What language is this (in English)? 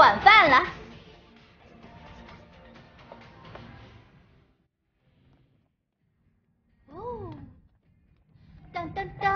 Chinese